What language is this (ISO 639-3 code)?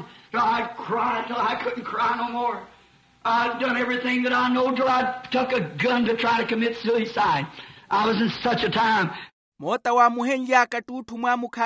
vmw